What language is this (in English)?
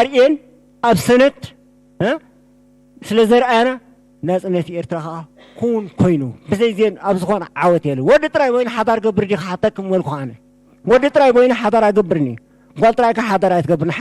Tigrinya